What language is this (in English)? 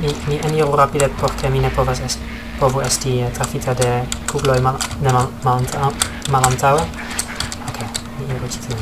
Esperanto